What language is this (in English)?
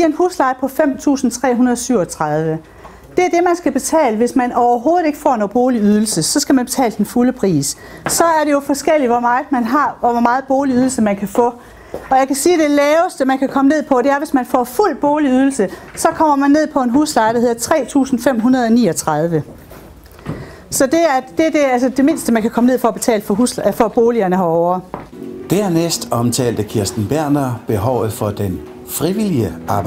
Danish